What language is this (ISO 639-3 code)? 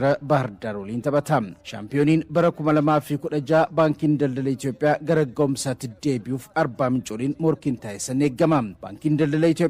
orm